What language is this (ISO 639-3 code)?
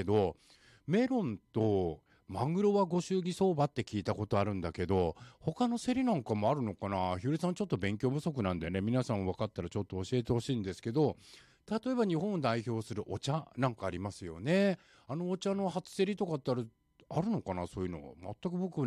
jpn